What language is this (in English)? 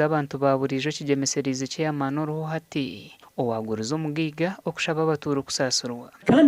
Nyankole